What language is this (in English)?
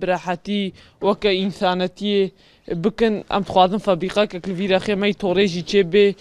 Kurdish